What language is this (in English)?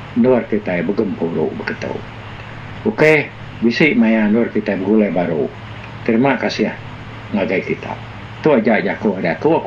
Iban